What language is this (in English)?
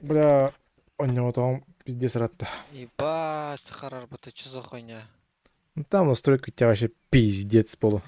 Yakut